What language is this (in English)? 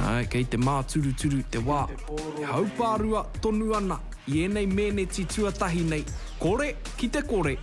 Māori